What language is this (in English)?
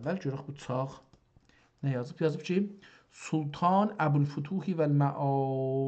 South Azerbaijani